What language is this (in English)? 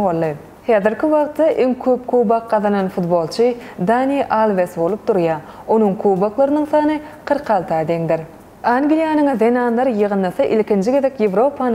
Turkmen